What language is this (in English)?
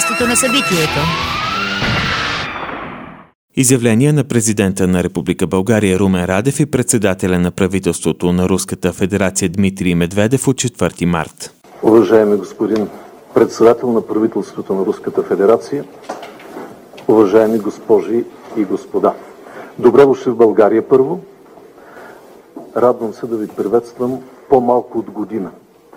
Bulgarian